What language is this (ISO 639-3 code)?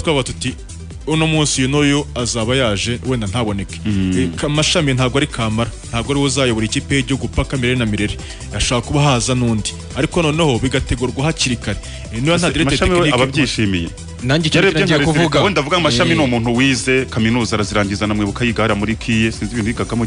kin